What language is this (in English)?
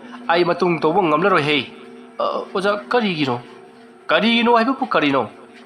Manipuri